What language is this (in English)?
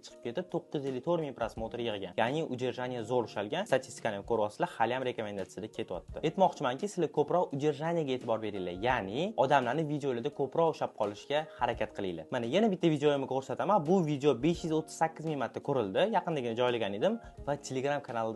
Uzbek